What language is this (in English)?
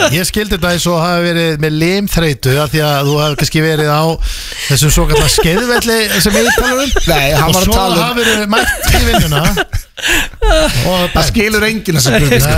Icelandic